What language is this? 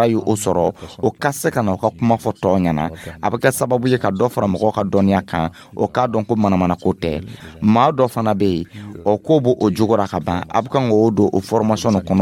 Dyula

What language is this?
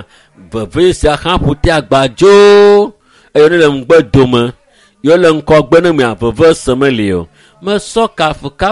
Ewe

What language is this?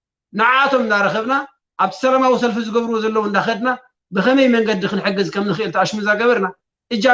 Tigrinya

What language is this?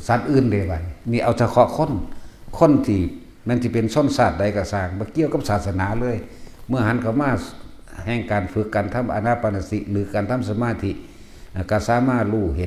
Northeastern Thai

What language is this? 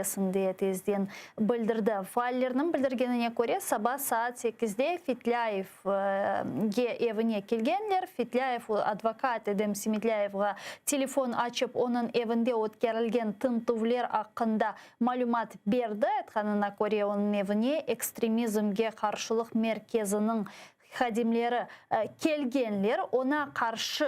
Crimean Tatar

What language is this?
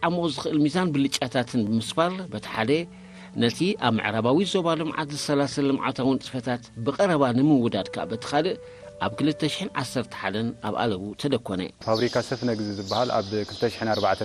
Tigrinya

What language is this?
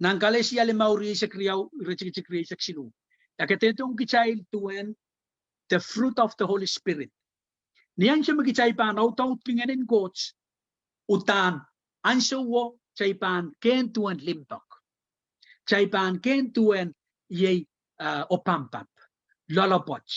Pohnpeian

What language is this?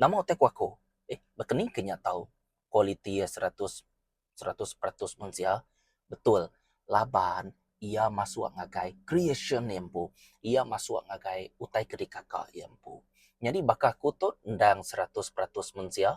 Iban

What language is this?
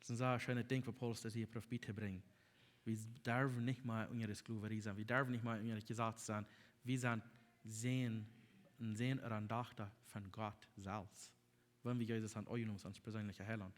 Plautdietsch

